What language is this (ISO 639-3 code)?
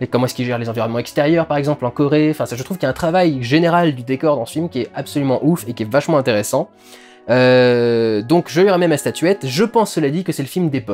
fra